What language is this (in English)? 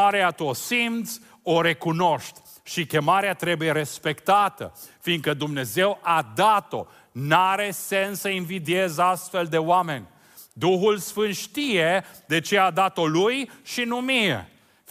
Romanian